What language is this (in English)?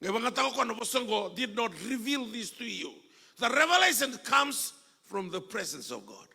Fijian